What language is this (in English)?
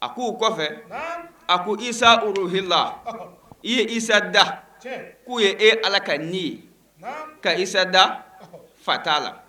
Bambara